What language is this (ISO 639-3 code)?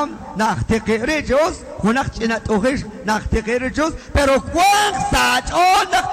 kek